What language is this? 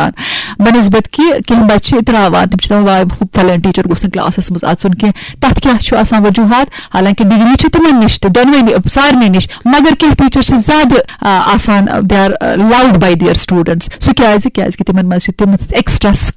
Kashmiri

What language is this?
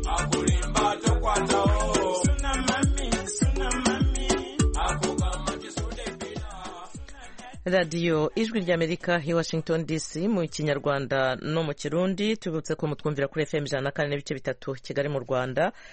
Kinyarwanda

